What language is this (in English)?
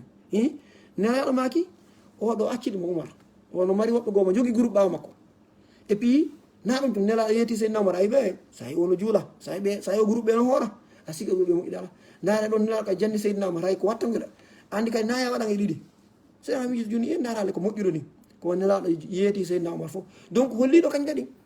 Fula